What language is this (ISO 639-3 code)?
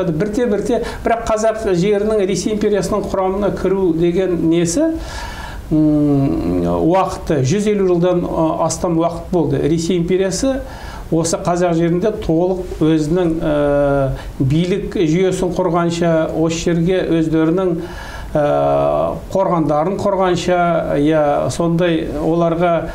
kaz